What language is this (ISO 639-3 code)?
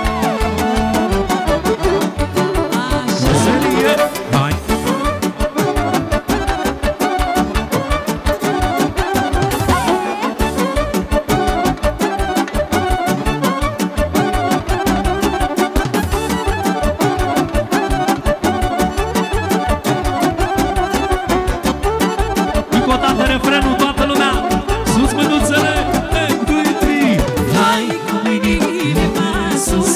ron